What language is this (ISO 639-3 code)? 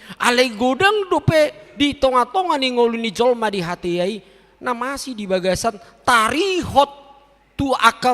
bbc